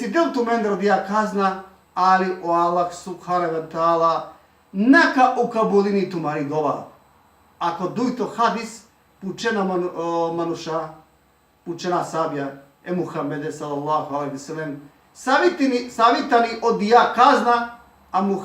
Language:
Balkan Romani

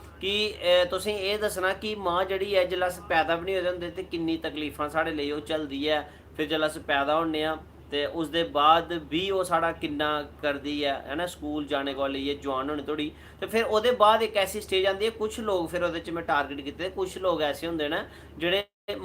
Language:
Dogri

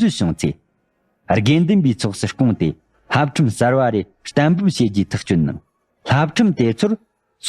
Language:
Tibetan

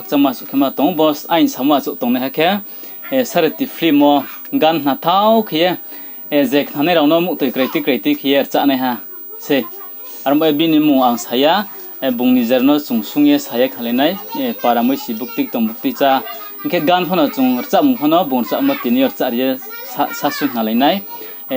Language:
Riang (India)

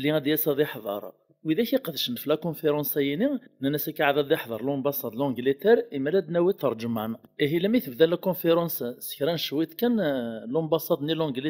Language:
Kabyle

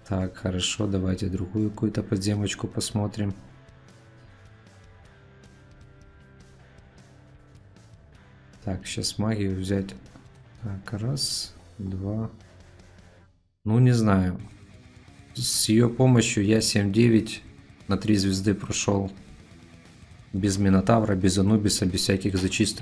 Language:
Russian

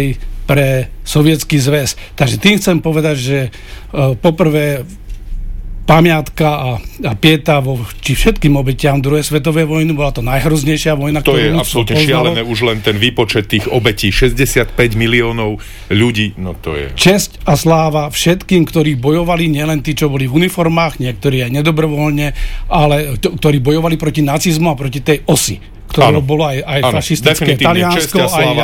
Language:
Slovak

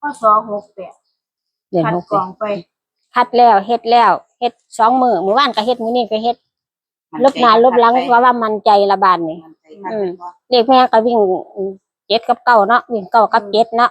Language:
Northeastern Thai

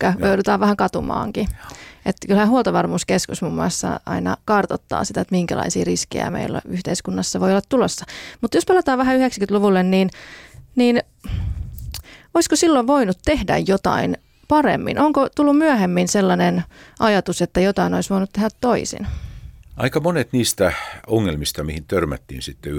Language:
Finnish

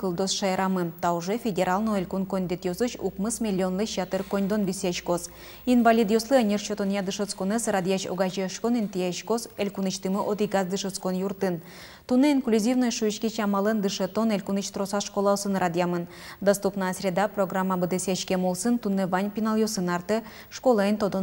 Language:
Udmurt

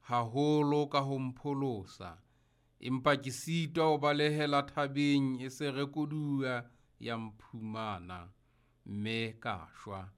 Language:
Southern Sotho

